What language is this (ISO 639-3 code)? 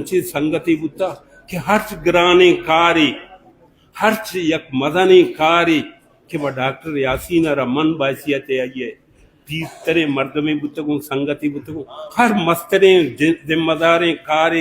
bal